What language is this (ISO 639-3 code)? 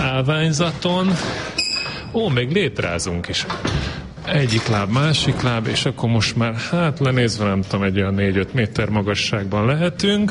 hun